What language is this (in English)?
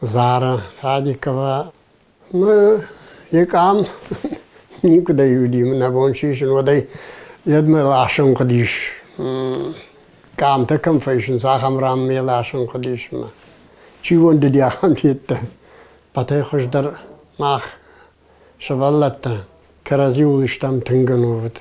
Ossetic